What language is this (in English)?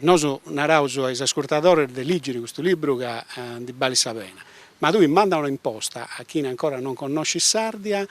Sardinian